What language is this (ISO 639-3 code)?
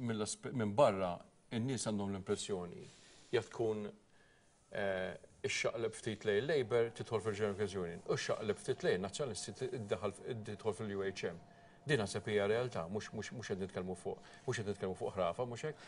mlt